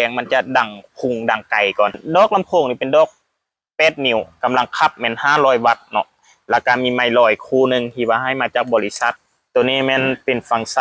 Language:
Lao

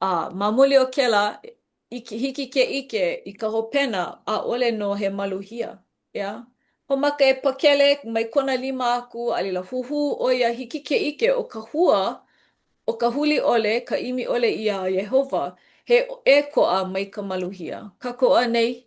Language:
Hawaiian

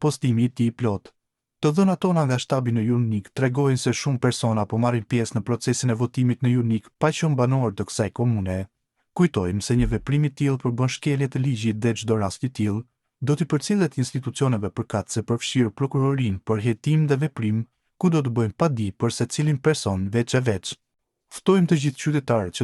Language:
Albanian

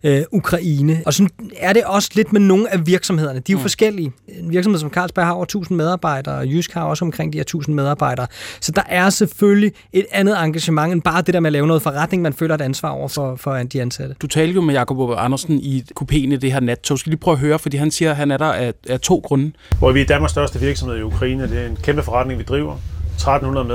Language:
Danish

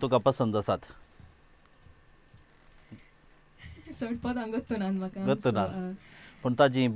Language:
Konkani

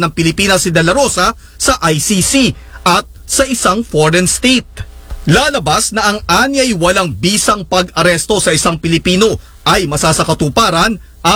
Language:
Filipino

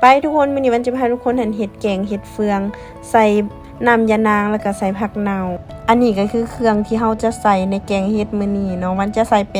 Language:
Lao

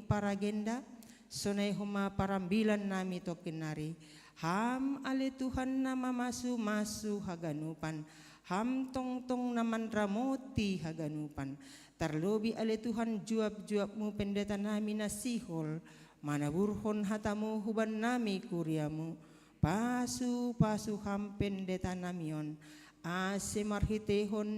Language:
Batak Simalungun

